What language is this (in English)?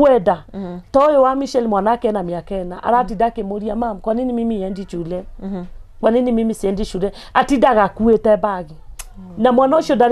Kikuyu